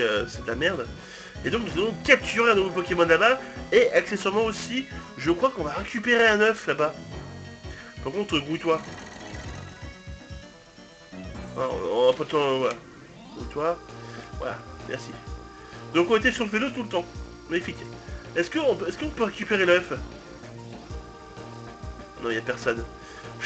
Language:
French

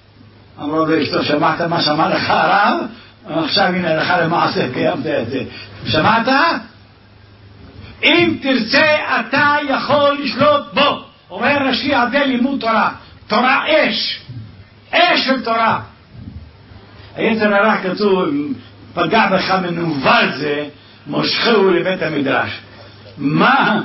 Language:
Hebrew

